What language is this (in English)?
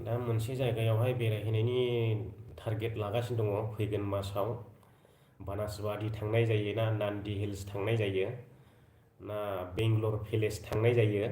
Bodo